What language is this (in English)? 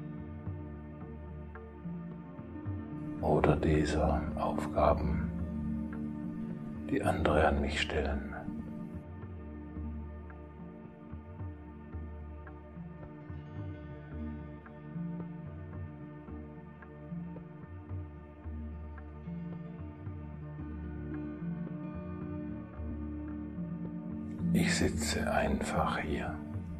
German